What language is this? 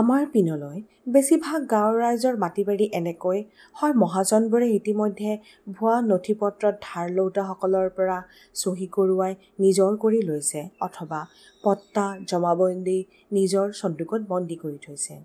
Assamese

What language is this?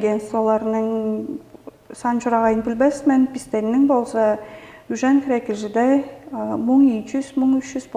Tuvinian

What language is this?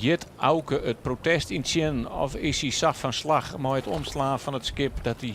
Western Frisian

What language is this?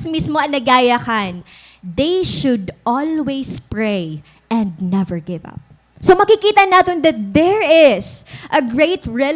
Waray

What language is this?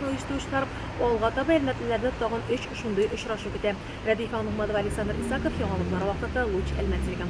Tatar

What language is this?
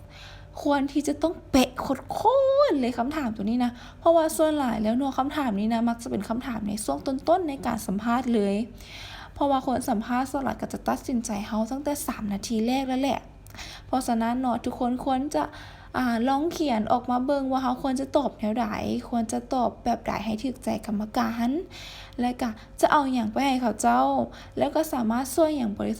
Lao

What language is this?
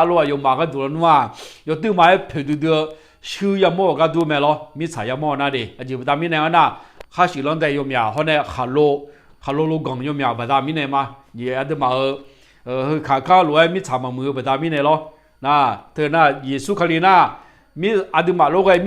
Akha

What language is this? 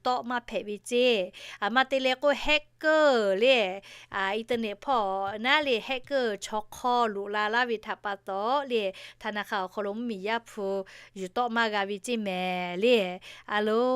Lahu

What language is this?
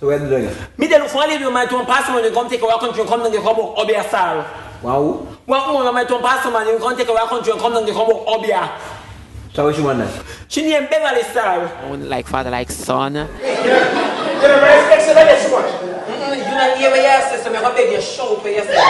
Jamaican Creole English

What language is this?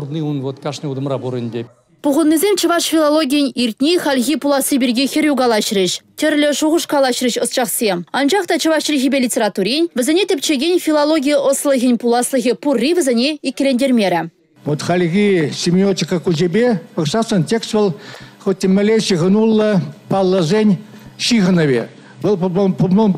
Chuvash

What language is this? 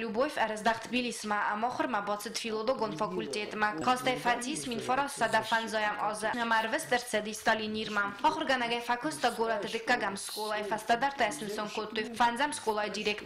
Ossetic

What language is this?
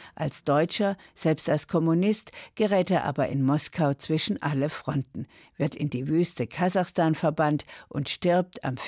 German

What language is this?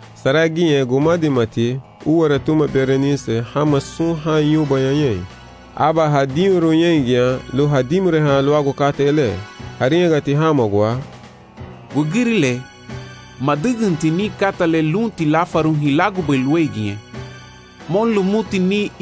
Garifuna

